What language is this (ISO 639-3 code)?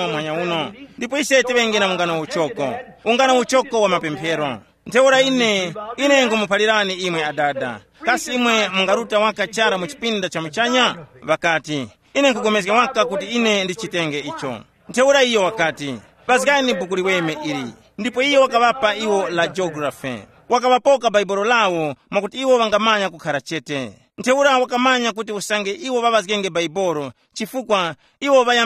tum